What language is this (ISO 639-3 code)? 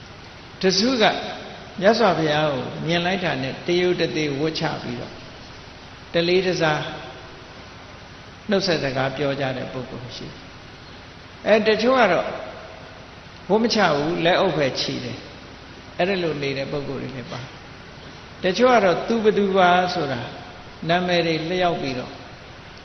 mya